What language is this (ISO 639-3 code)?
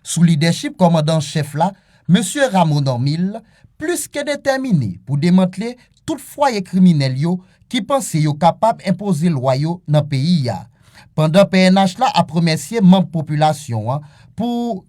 hat